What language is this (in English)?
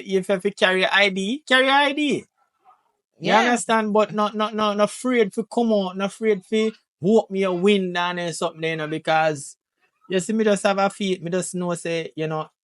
Jamaican Creole English